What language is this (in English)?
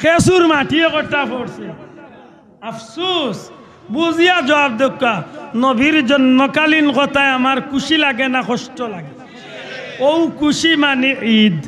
Sylheti